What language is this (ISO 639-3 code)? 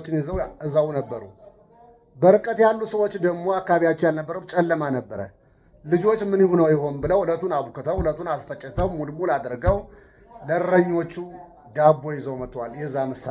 amh